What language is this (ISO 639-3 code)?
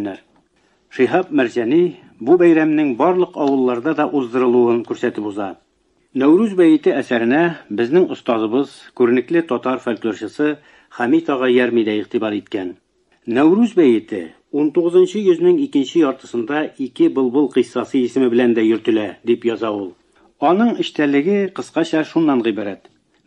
tat